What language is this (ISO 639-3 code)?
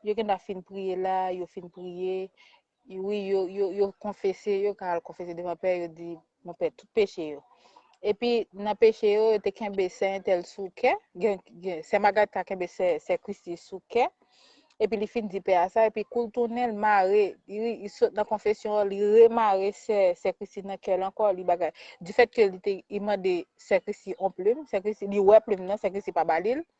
hat